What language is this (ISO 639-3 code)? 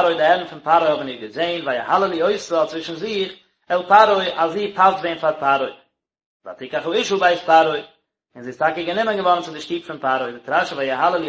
yid